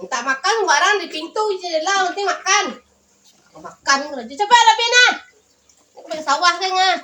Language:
Minangkabau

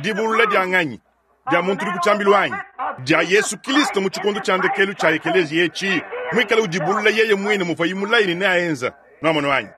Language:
Luba-Lulua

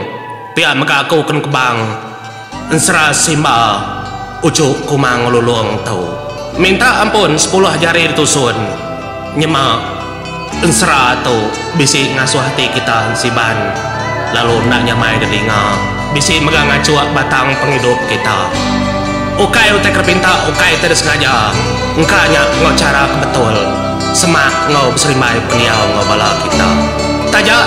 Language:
Iban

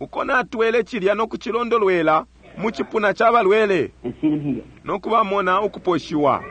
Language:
Bemba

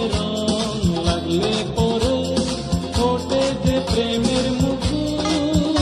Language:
Bangla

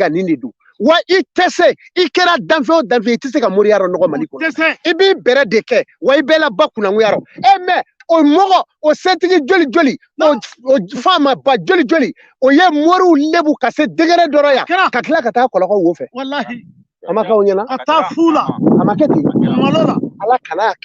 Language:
Bambara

